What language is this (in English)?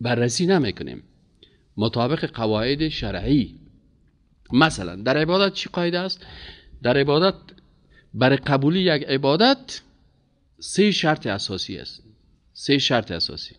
Persian